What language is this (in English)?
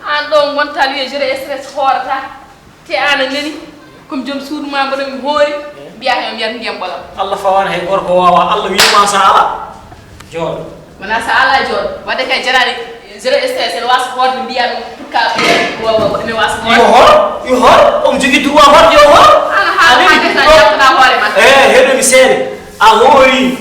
Fula